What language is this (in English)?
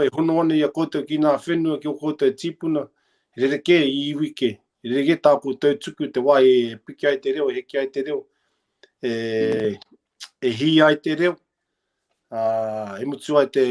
Māori